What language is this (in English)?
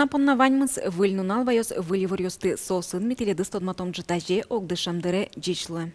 Udmurt